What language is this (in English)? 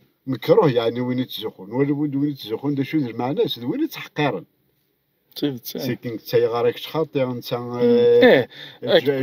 Kabyle